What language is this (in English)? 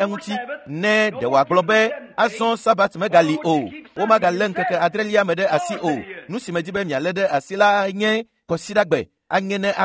Ewe